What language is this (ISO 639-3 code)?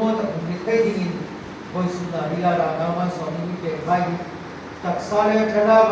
hmr